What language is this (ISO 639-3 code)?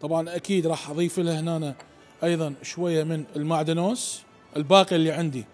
acm